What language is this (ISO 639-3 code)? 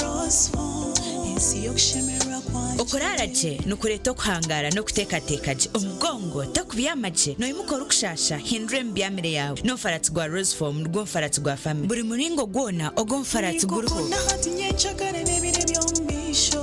nyn